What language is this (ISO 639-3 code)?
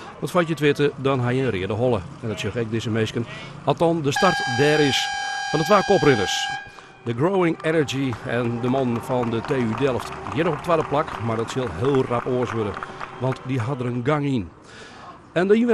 fry